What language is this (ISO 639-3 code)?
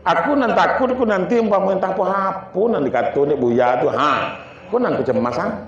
min